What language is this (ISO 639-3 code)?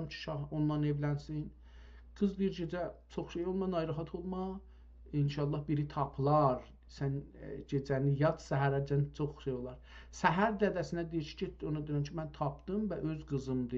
azb